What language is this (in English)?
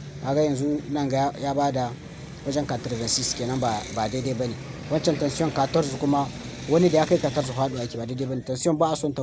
Hausa